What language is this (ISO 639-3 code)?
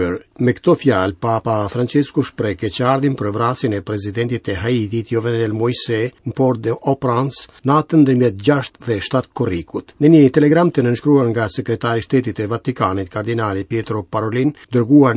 sqi